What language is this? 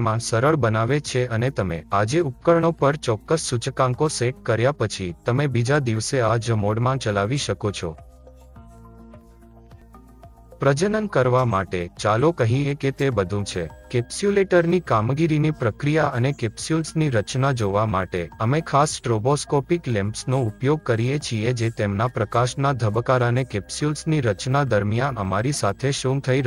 Gujarati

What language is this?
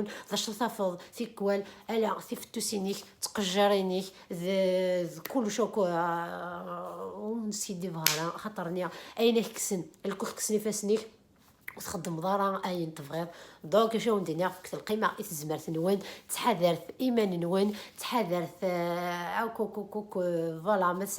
Kabyle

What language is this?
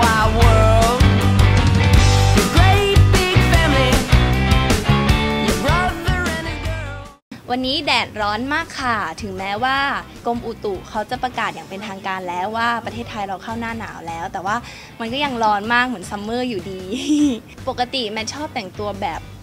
Thai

